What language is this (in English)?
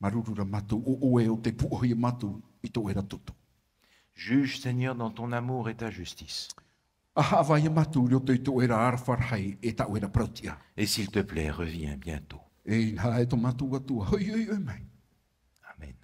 Tahitian